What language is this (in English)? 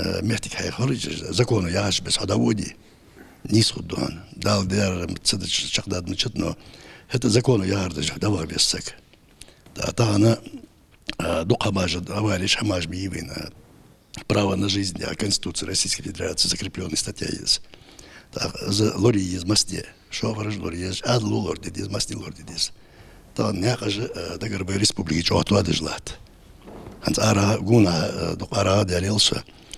Ingush